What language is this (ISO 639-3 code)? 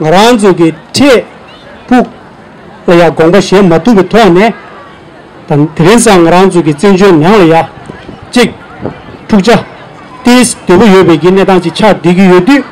bod